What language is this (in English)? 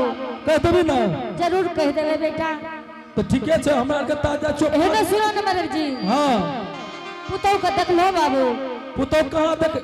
Angika